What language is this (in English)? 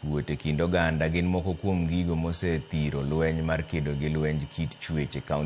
Luo (Kenya and Tanzania)